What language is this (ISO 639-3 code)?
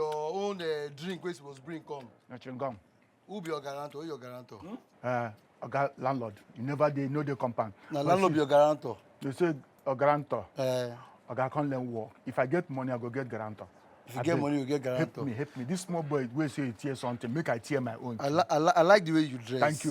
pcm